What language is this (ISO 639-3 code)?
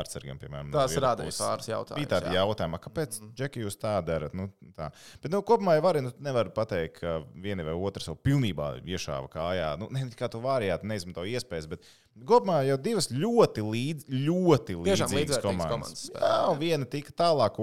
lav